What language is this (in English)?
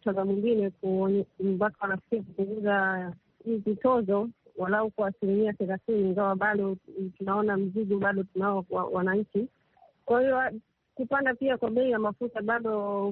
Swahili